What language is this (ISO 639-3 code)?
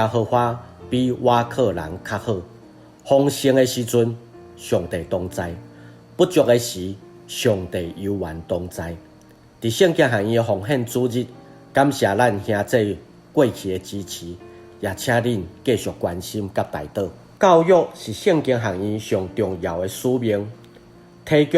nan